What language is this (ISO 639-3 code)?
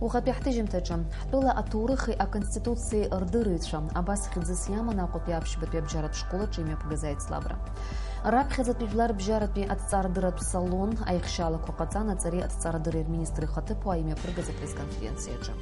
abk